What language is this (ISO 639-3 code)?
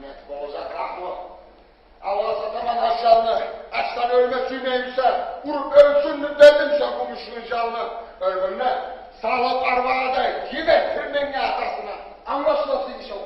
kum